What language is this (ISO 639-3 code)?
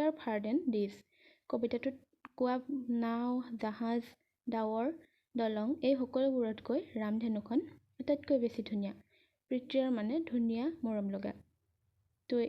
asm